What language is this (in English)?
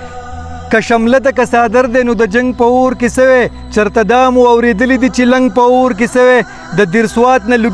Pashto